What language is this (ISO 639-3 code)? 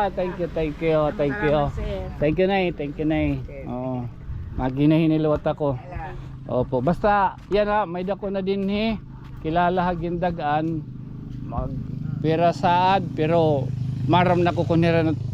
war